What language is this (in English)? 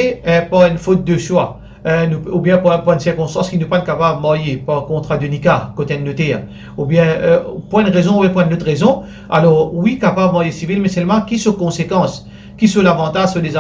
Morisyen